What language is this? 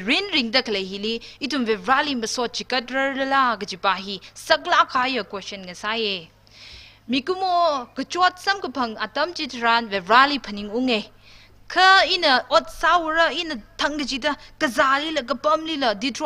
Tangkhul Naga (India)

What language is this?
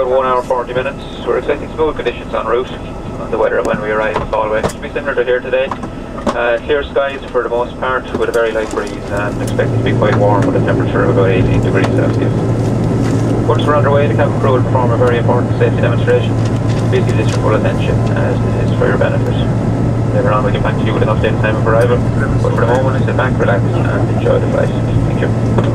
English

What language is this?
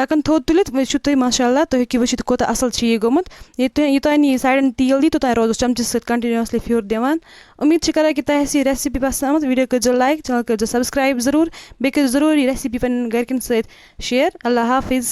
Kashmiri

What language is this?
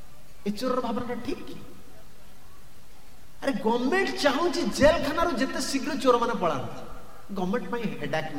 Odia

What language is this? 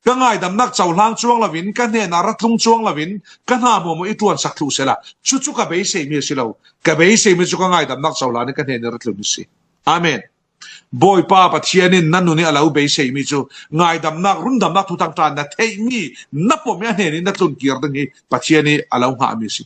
Falam Chin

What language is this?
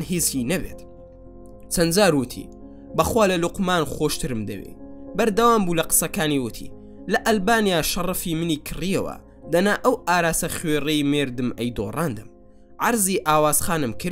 Central Kurdish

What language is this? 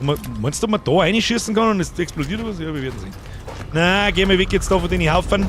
Bavarian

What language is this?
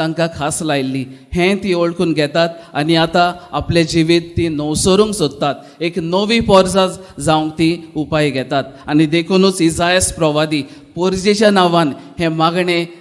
Konkani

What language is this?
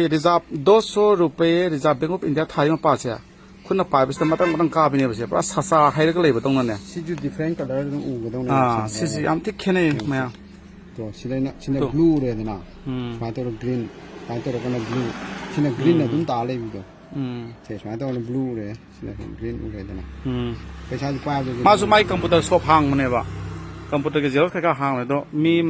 Manipuri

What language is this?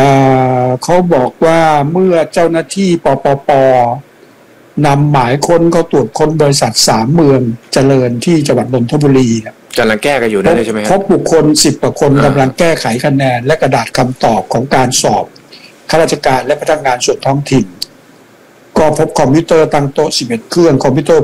Thai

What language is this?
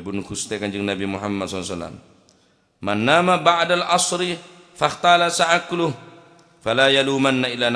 Madurese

